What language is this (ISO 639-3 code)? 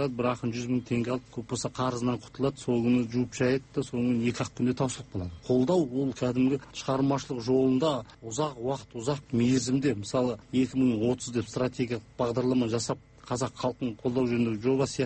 kaz